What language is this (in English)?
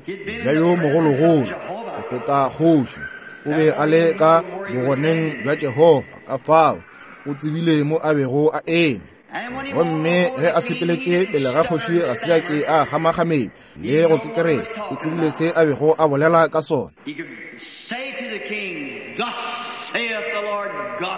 Northern Sotho